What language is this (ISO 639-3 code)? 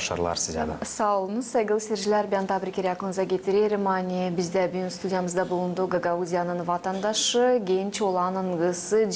gag